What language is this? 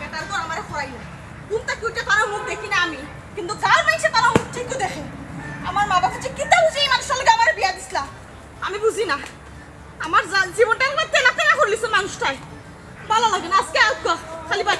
Sylheti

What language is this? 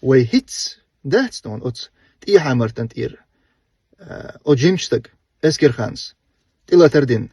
Chechen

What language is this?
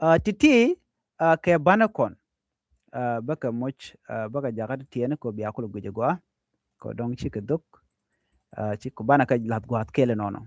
Nuer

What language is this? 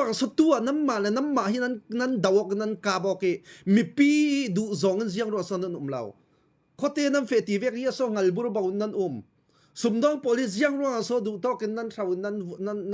Falam Chin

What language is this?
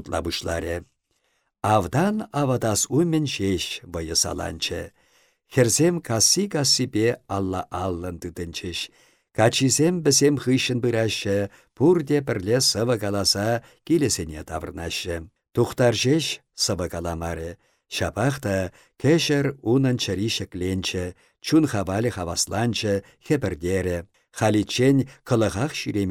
Chuvash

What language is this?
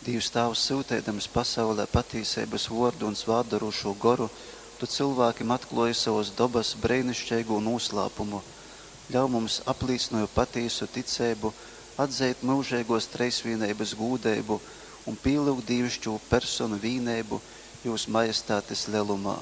Latgalian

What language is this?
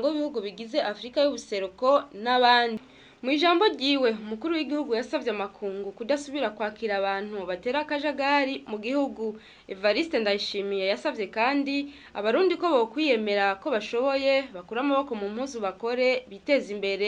Rundi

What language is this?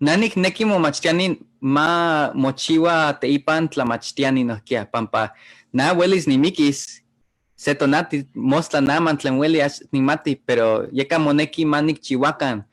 Eastern Huasteca Nahuatl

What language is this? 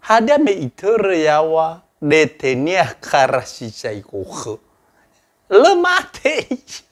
Nias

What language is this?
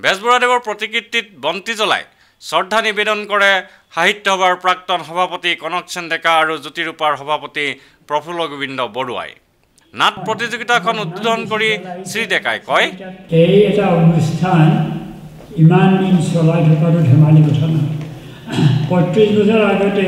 Assamese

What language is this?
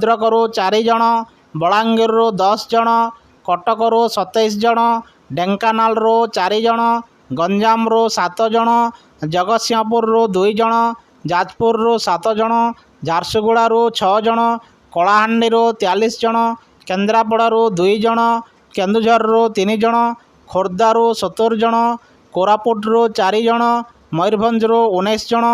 Odia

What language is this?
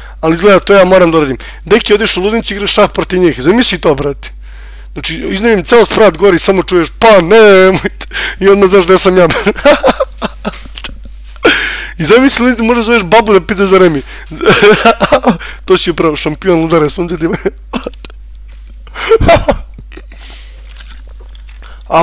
Serbian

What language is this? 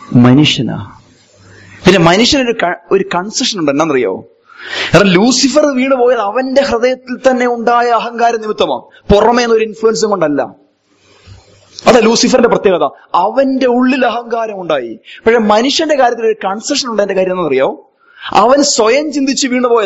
Malayalam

